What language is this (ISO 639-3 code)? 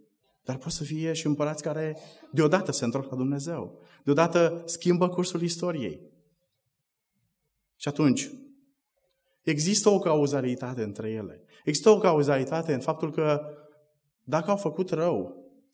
ron